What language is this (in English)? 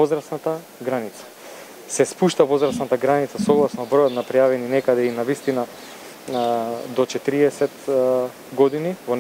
Macedonian